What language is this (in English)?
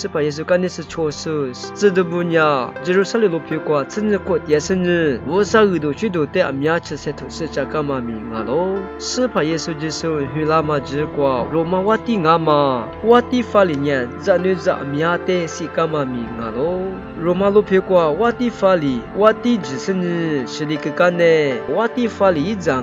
Lisu